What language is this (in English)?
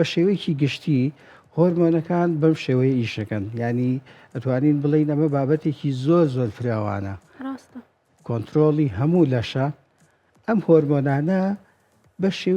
Central Kurdish